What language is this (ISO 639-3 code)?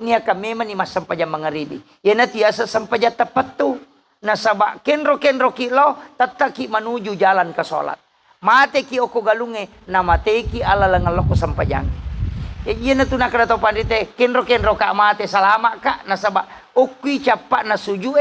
bug